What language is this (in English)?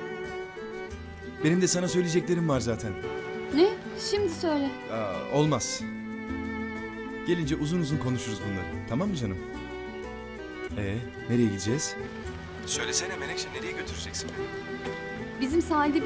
Turkish